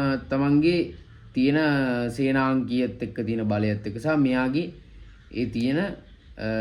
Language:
Sinhala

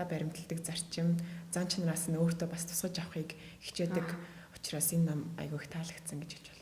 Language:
Mongolian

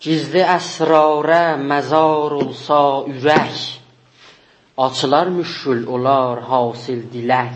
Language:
South Azerbaijani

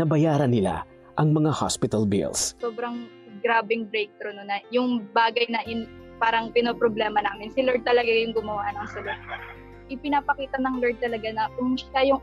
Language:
Filipino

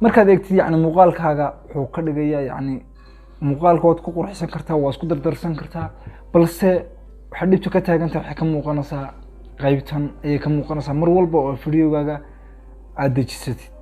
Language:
Somali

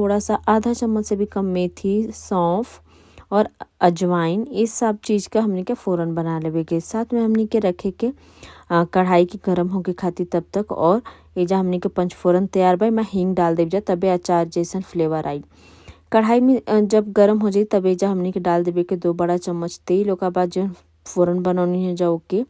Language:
Bhojpuri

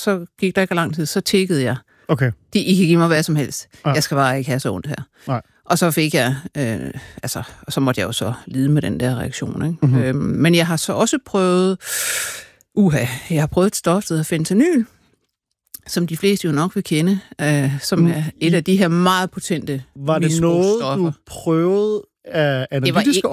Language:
Danish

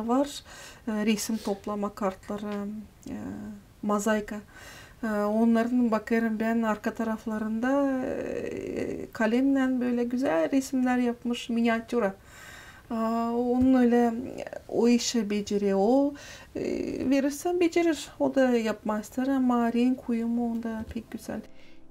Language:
Gagauz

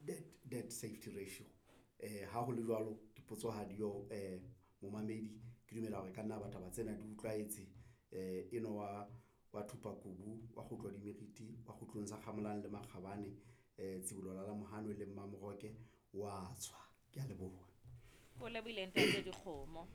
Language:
Southern Sotho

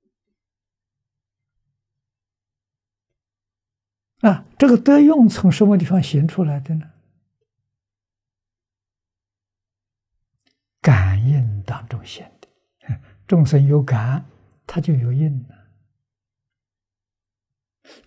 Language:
Chinese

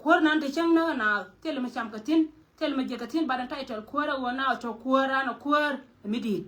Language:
Nuer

